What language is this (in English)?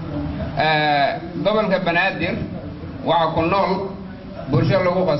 Somali